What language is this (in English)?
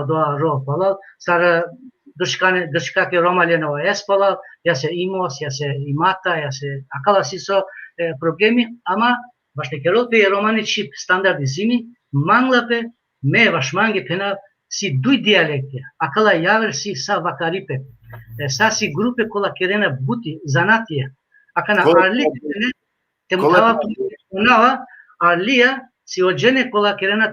Balkan Romani